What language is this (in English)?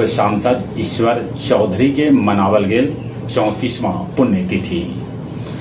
Magahi